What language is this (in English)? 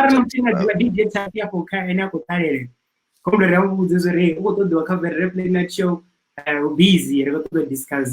Venda